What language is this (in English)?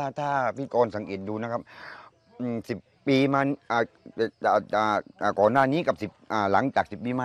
Thai